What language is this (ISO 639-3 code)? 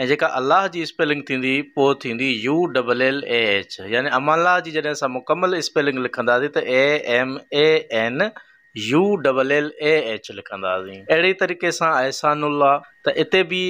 snd